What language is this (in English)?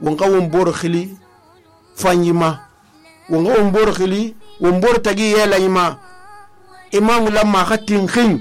Susu